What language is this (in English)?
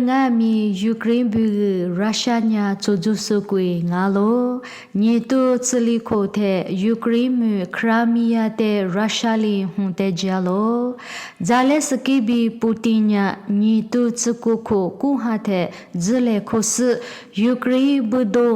Lisu